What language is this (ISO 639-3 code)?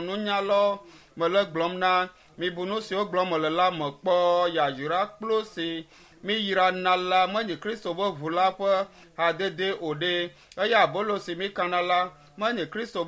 ewe